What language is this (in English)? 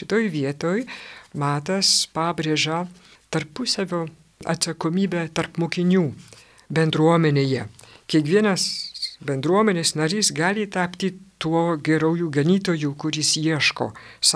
Lithuanian